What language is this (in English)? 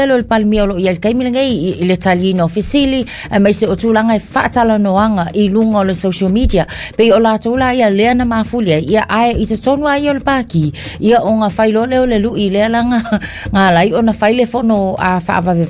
Samoan